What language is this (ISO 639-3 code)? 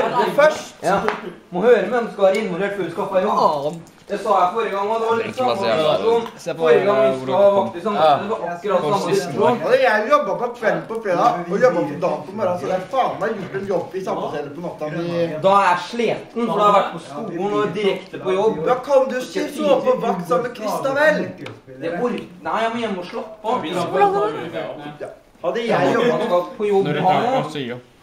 nor